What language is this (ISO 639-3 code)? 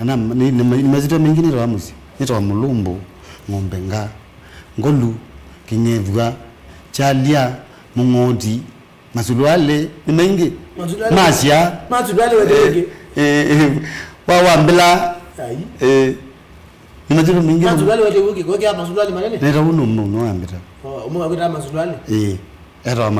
kam